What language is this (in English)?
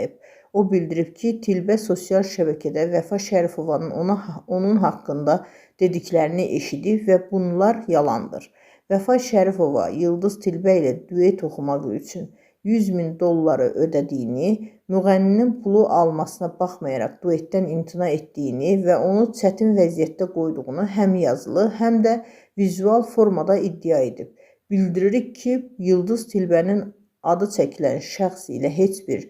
Azerbaijani